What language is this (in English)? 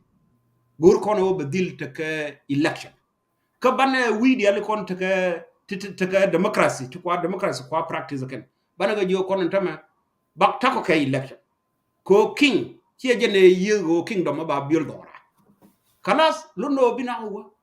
Nuer